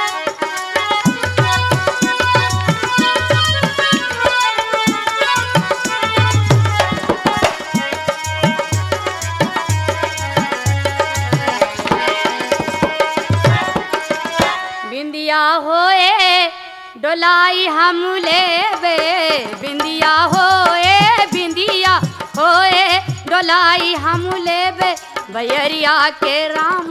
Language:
Bhojpuri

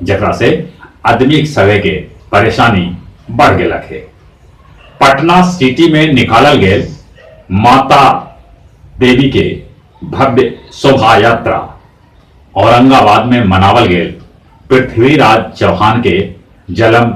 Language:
Magahi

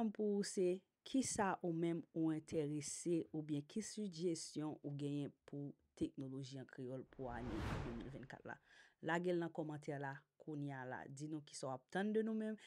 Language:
Haitian Creole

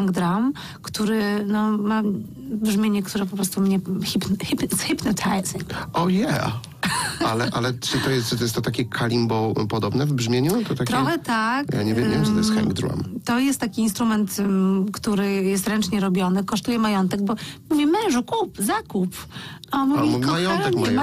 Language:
Polish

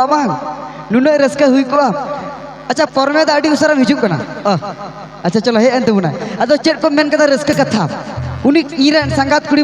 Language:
Santali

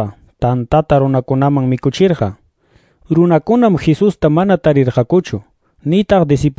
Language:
Quechua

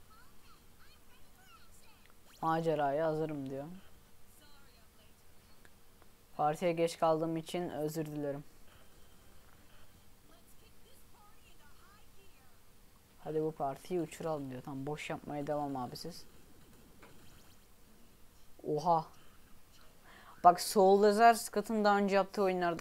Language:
Turkish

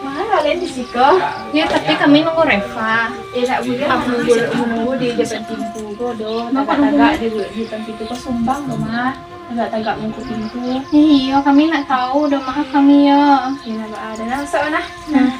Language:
Minangkabau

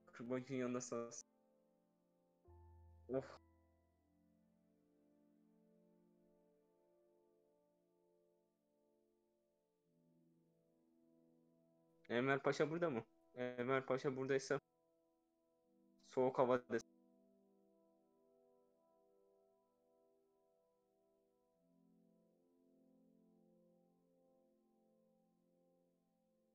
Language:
Turkish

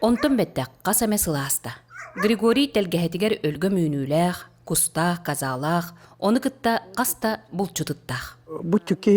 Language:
Yakut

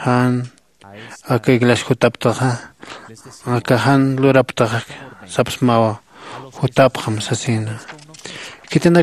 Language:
Aymara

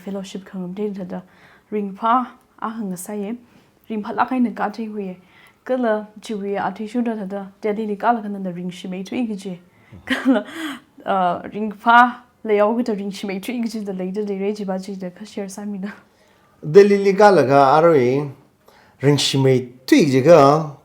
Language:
Tangkhul Naga (India)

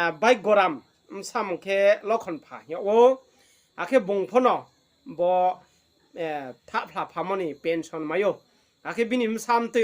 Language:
Riang (India)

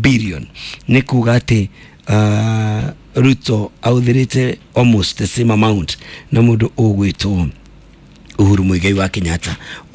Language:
Kikuyu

